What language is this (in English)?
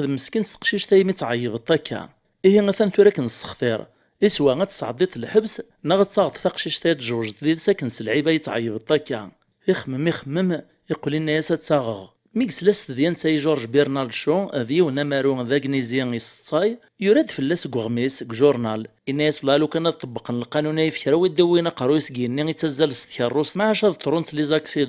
Kabyle